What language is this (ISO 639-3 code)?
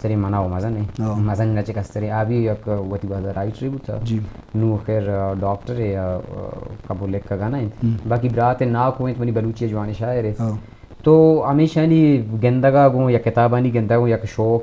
bgp